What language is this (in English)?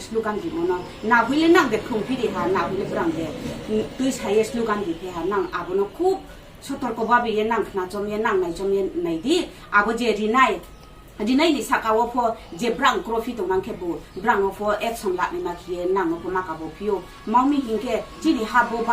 Kok Borok